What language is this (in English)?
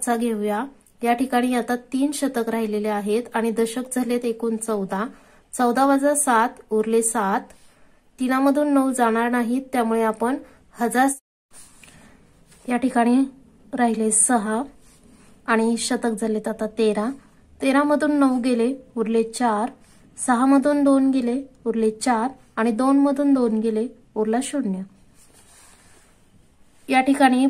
Marathi